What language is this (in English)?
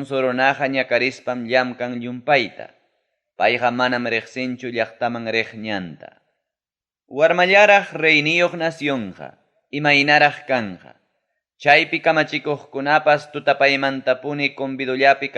Ayacucho Quechua